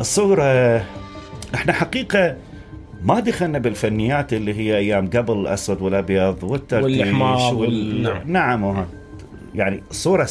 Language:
Mesopotamian Arabic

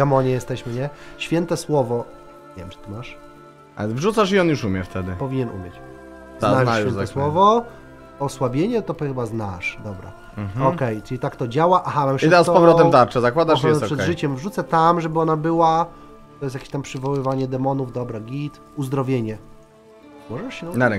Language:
Polish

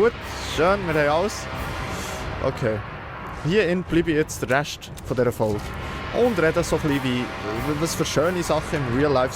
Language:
Swiss German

